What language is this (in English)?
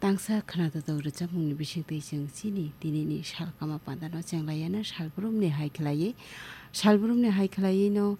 Kok Borok